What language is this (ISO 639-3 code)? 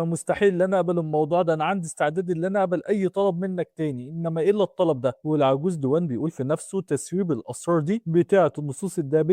arz